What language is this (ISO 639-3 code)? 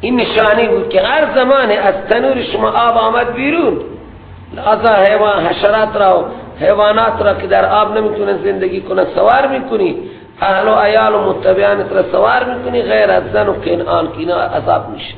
fas